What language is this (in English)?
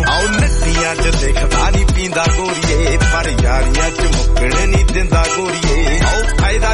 Punjabi